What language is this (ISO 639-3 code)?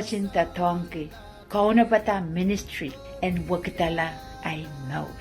pon